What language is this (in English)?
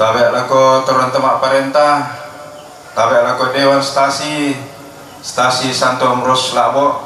Toraja-Sa'dan